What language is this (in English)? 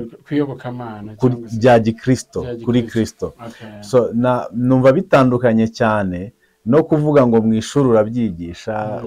Kinyarwanda